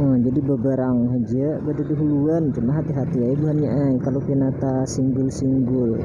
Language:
Banjar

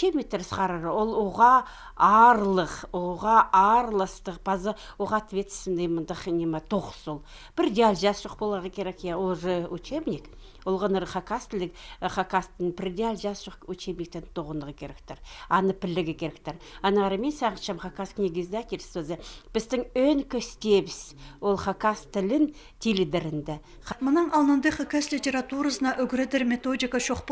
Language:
Khakas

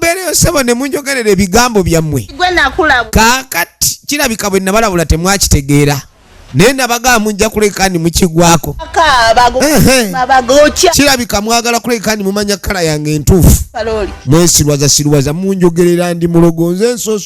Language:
Ganda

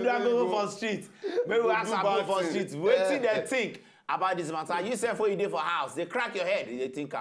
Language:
Nigerian Pidgin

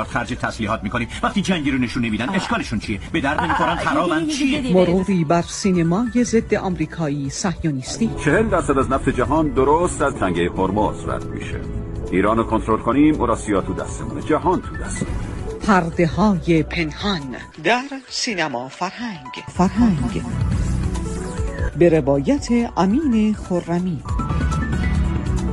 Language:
Persian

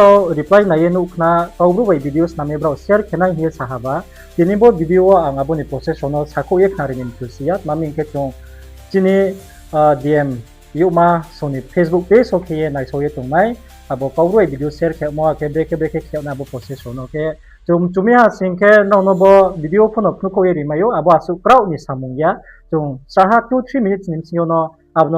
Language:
Riang (India)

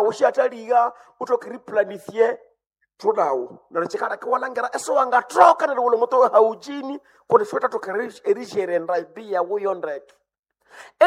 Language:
Nande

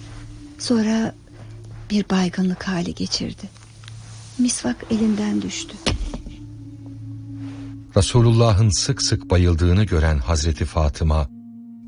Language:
Turkish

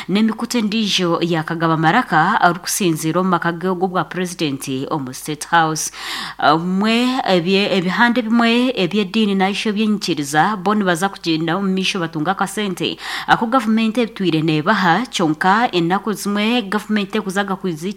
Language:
Nyankole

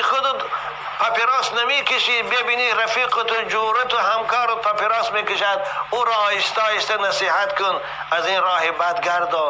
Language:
Tajik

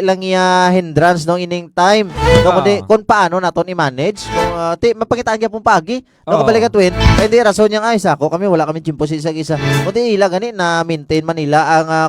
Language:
Hiligaynon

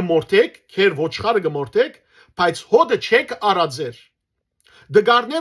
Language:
Western Armenian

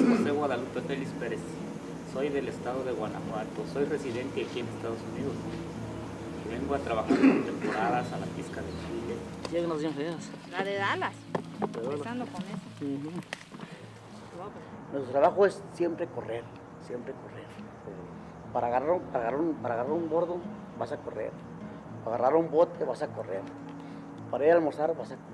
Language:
Spanish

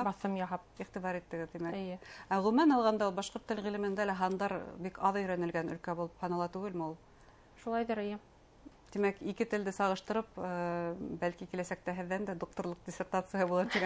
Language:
Bashkir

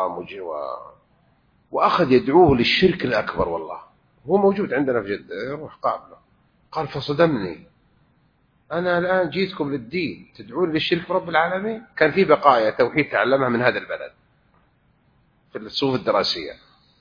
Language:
Arabic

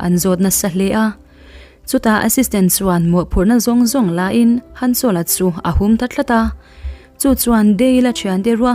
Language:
Mizo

